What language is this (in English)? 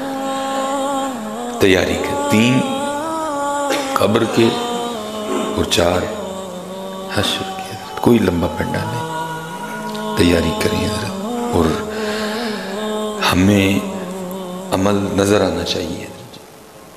Urdu